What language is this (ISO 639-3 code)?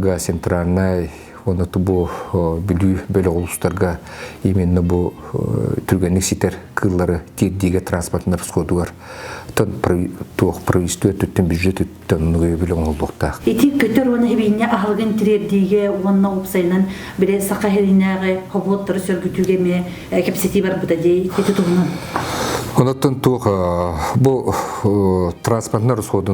sah